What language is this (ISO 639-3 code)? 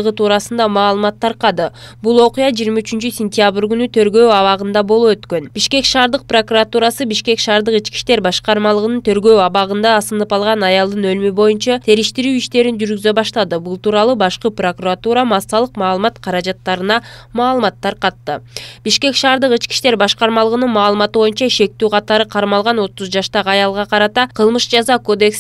kir